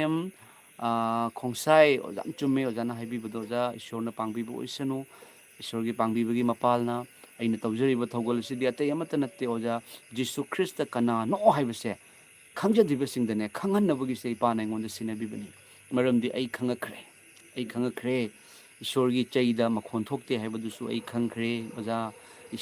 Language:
Manipuri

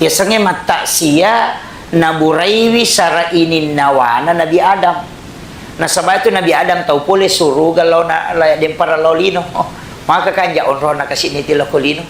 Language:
Buginese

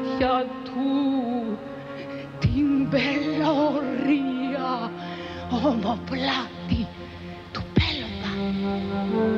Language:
Greek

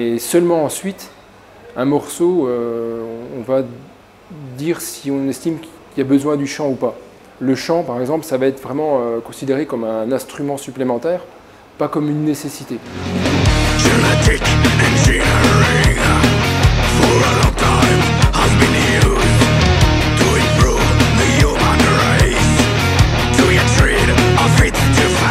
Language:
French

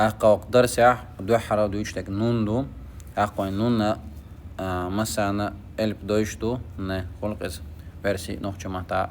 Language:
Chechen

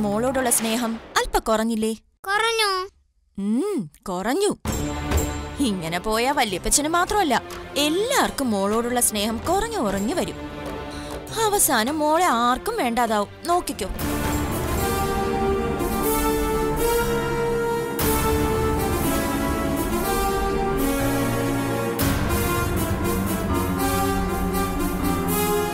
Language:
Malayalam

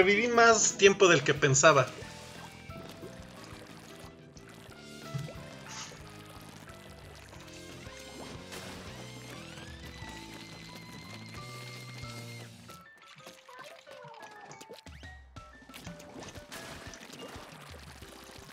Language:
Spanish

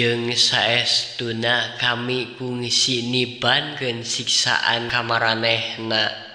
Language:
Sundanese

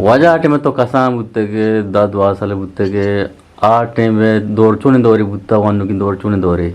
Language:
Eastern Balochi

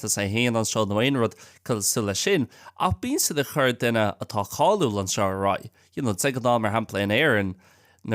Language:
Irish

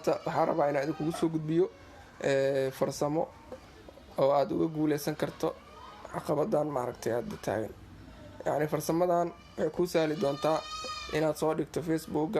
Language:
Somali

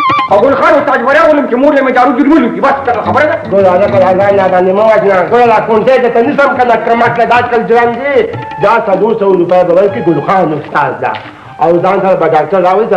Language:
Pashto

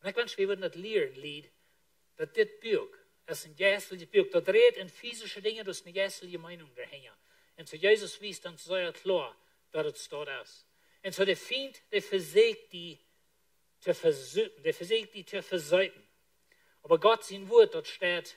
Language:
Plautdietsch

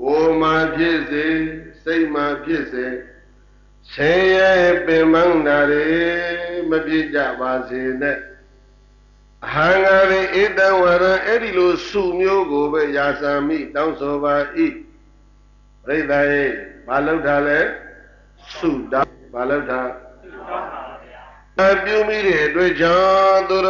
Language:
Burmese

